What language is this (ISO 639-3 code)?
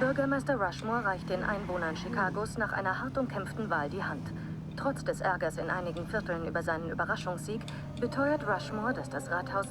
bar